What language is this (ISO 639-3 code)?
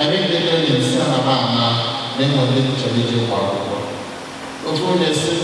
ibo